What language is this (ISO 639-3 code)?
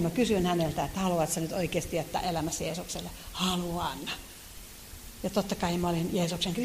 fin